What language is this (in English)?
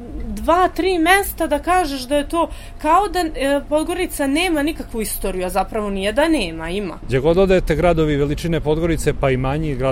Serbian